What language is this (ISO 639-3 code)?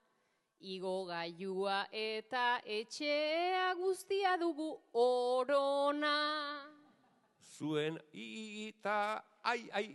eus